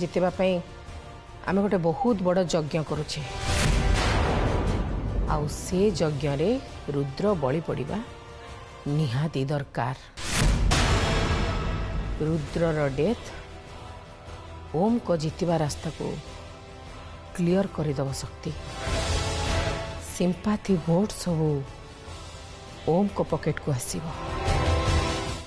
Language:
Odia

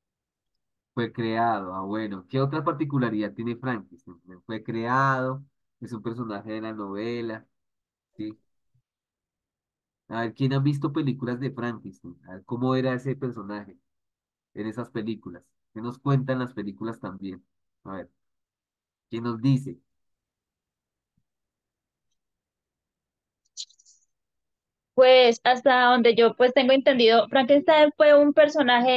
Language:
Spanish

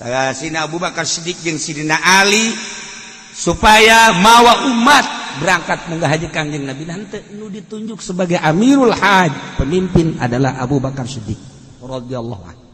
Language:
Sundanese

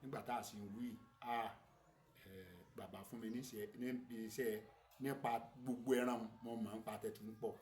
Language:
Yoruba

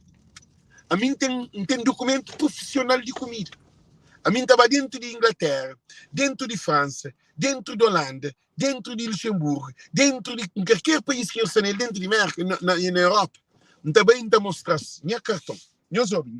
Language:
Kabuverdianu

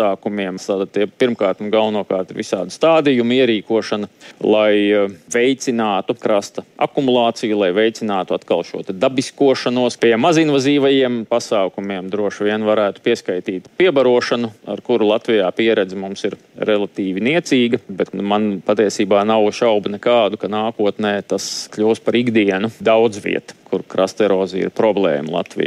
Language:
Latvian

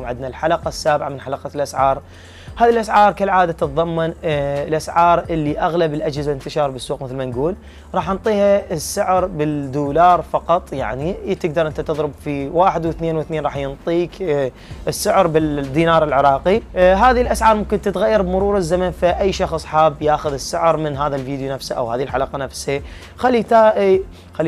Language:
Mesopotamian Arabic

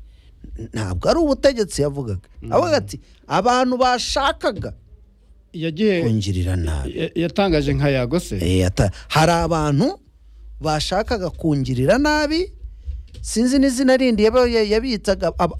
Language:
Kinyarwanda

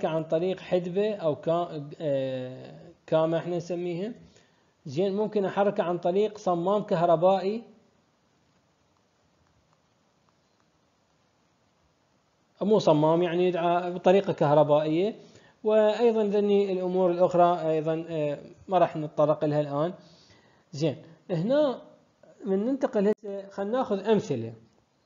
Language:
Mesopotamian Arabic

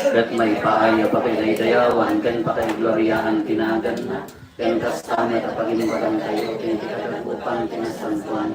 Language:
Iloko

